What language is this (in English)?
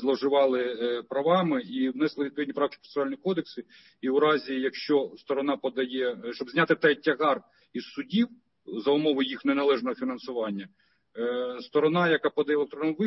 Ukrainian